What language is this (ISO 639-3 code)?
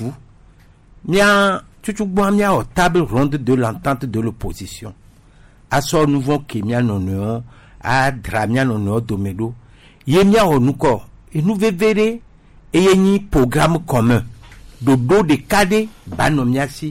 gej